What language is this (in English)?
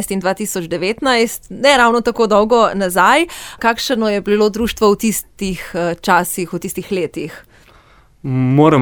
Slovenian